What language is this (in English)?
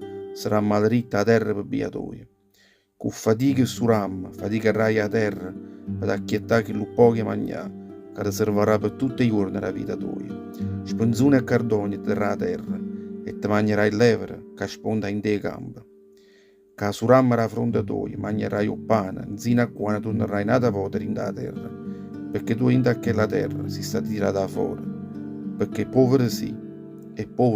Neapolitan